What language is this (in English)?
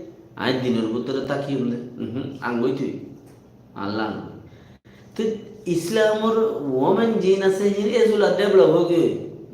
Rohingya